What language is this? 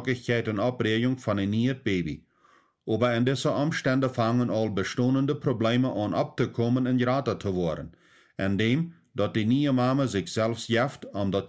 Plautdietsch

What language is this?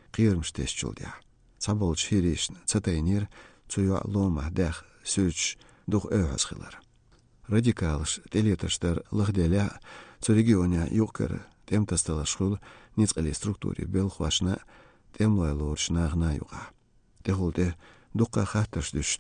Chechen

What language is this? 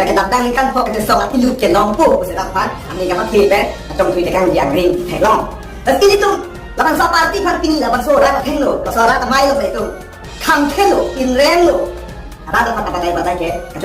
Karbi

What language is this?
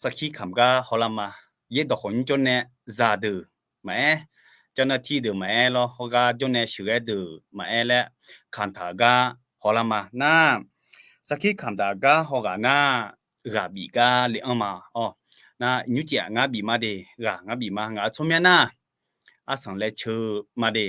Akha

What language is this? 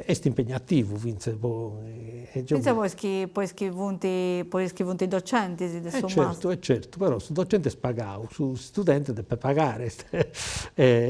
Sardinian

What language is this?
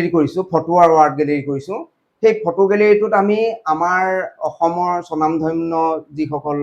Assamese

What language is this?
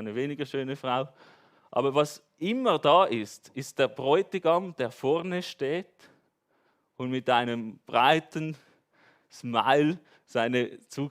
Swiss German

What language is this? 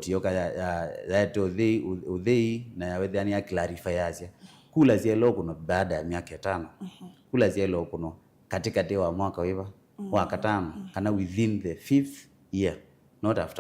Kamba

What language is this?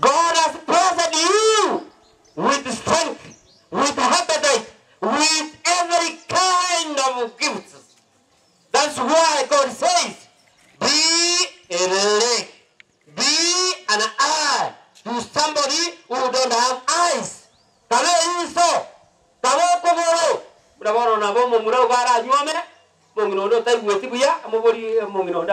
Gusii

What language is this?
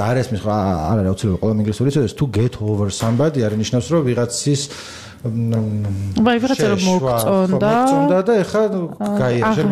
Georgian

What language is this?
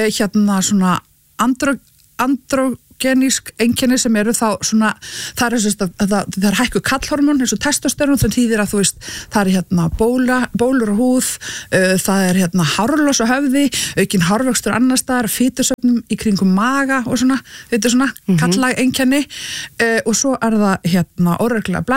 Icelandic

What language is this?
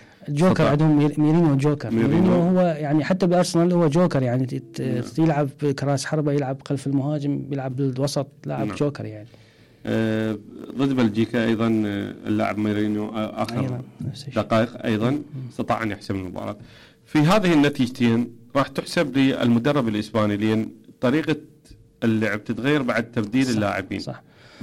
Mesopotamian Arabic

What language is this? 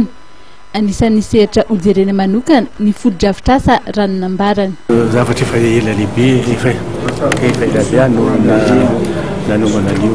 Malagasy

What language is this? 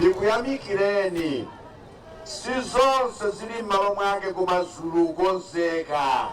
Nyanja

